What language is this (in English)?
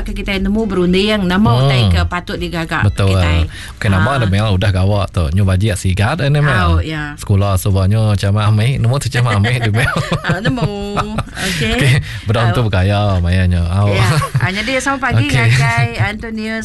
Iban